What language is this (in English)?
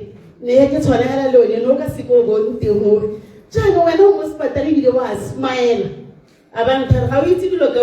Tswana